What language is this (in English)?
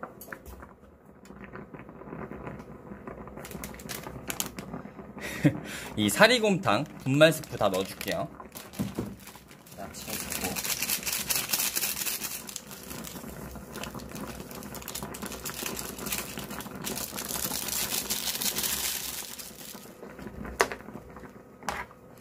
Korean